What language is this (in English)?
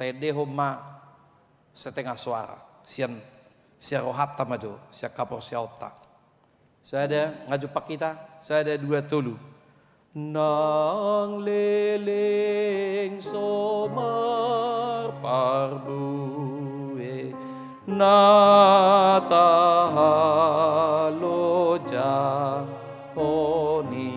Batak Toba